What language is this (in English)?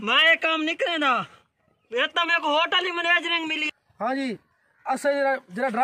Saraiki